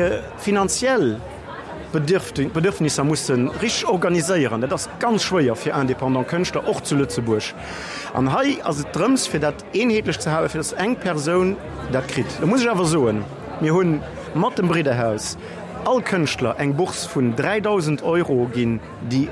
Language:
Luxembourgish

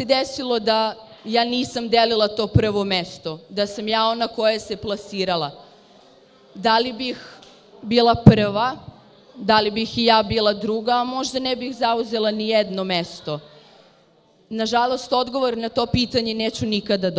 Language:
Serbian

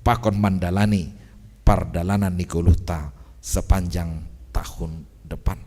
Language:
Batak Simalungun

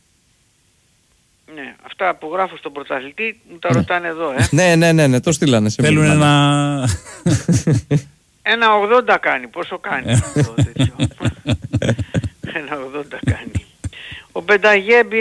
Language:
Greek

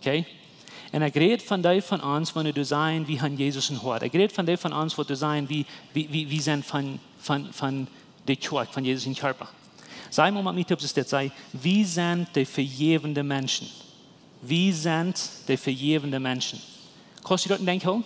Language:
Plautdietsch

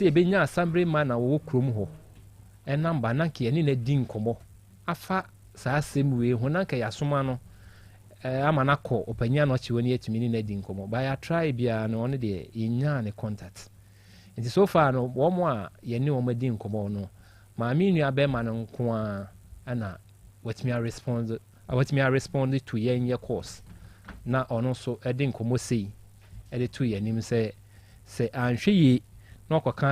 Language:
Akan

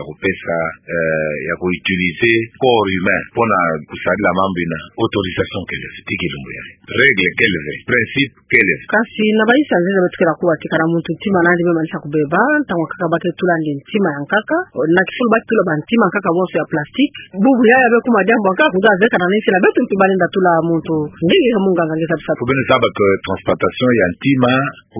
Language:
Kituba (Democratic Republic of Congo)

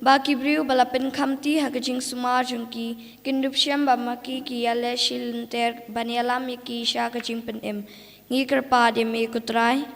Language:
Khasi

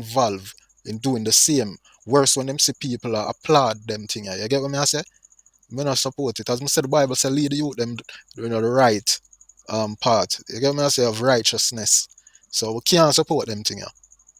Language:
Jamaican Creole English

